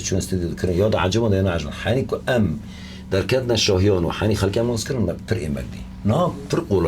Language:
Kurdish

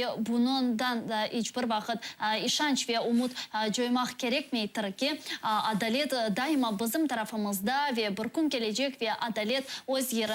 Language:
Crimean Tatar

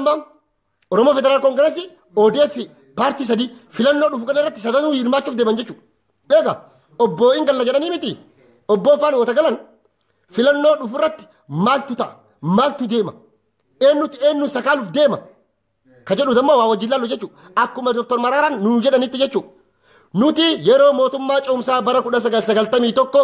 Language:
Oromo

